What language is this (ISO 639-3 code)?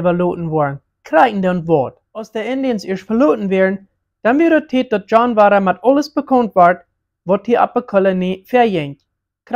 pdt